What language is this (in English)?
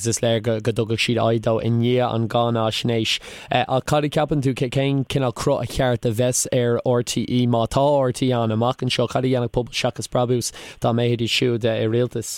Irish